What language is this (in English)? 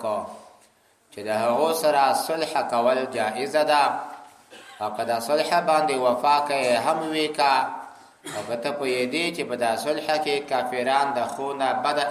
Pashto